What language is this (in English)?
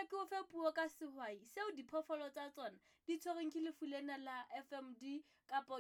Southern Sotho